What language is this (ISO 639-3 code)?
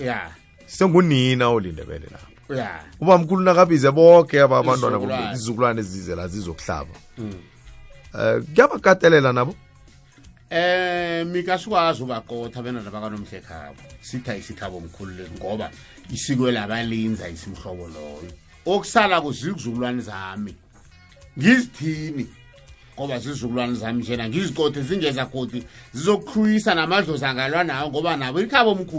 nbl